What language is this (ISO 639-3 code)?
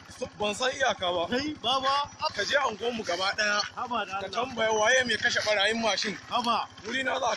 hau